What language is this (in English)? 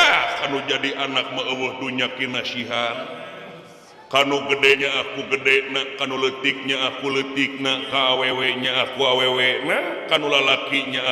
Sundanese